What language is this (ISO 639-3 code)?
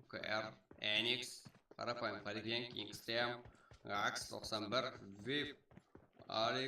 kaa